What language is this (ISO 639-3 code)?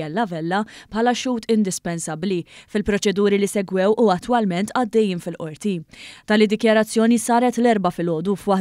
mlt